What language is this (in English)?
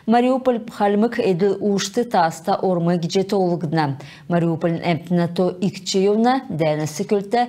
Kalmyk